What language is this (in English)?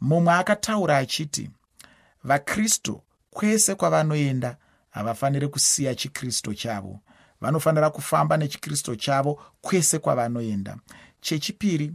Shona